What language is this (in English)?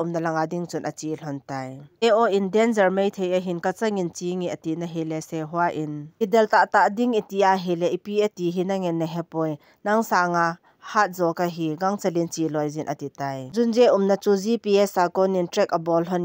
Thado Chin